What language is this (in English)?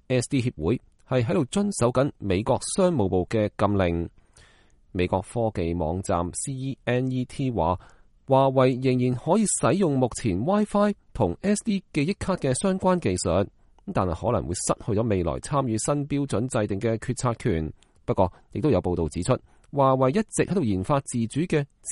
Cantonese